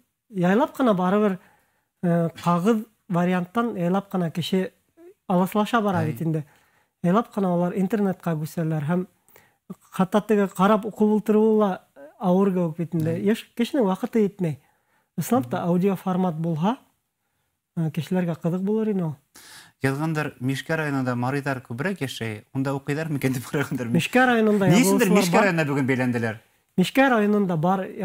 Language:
Bashkir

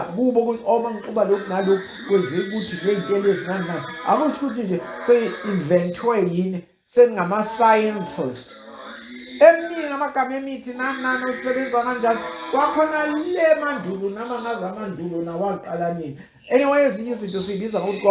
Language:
Zulu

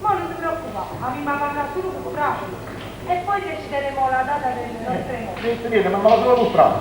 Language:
Neapolitan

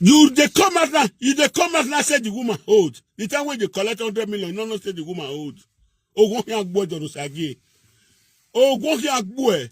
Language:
Nigerian Pidgin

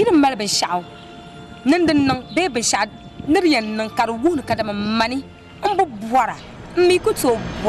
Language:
Dagbani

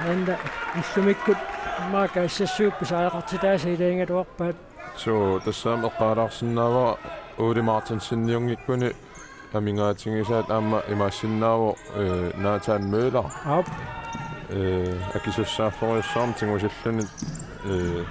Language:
Kalaallisut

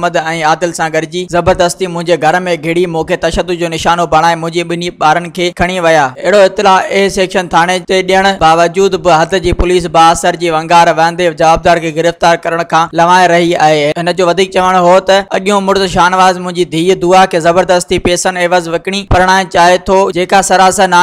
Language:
Sindhi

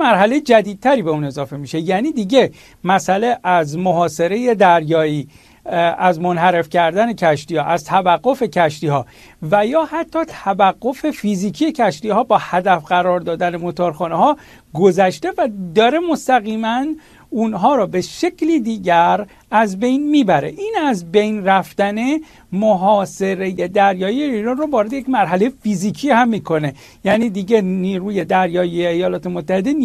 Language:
Persian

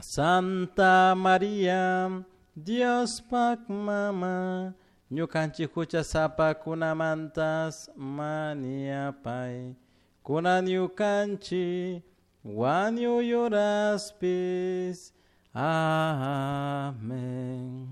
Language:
Chimborazo Highland Quichua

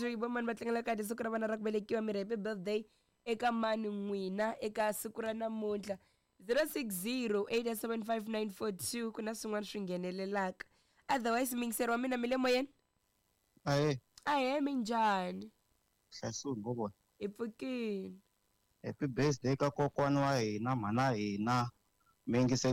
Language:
Tsonga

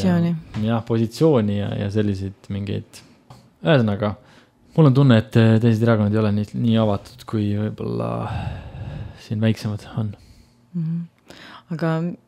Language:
Estonian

